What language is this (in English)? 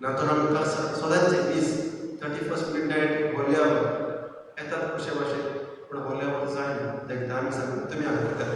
Konkani